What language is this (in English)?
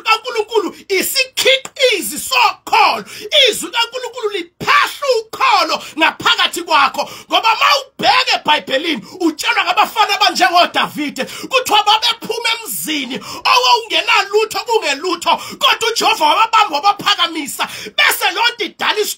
Zulu